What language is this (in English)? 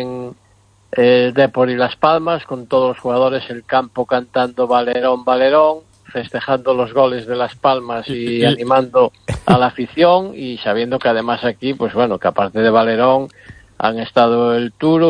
Spanish